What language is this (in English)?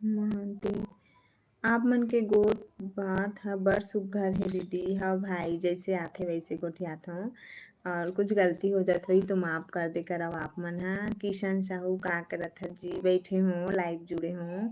Chhattisgarhi